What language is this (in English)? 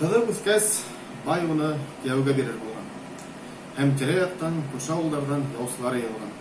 Bashkir